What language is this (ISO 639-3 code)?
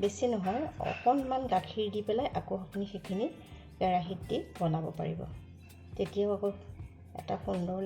asm